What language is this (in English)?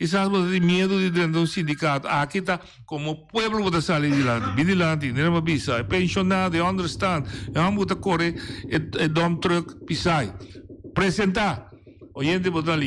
Papiamento